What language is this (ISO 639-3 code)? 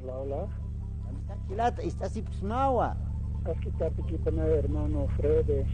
aym